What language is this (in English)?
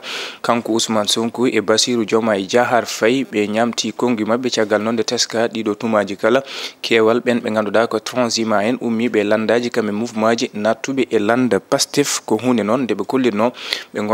Fula